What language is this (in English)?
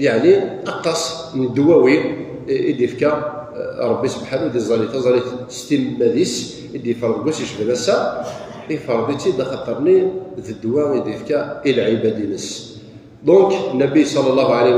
Kabyle